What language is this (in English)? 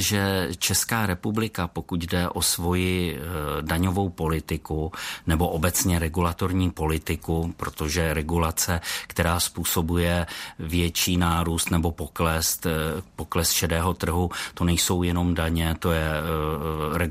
Czech